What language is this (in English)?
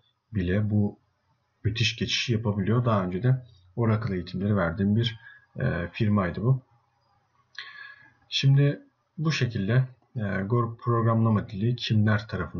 Turkish